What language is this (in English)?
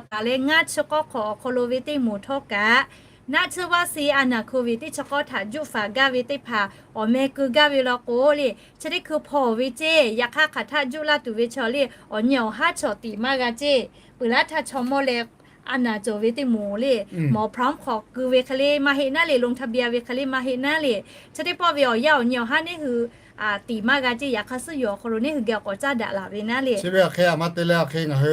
Lahu